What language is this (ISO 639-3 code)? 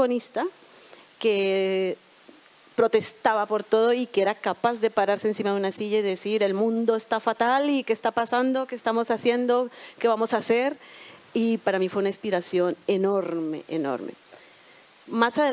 spa